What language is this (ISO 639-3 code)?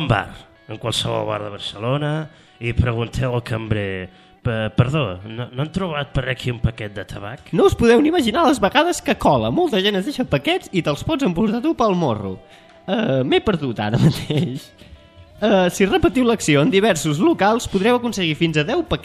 cat